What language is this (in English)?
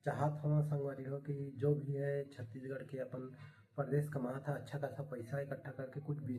Chhattisgarhi